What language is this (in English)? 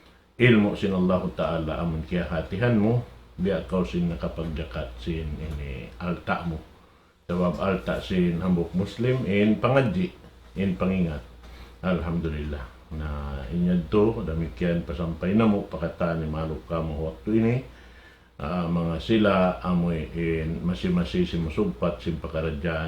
Tausug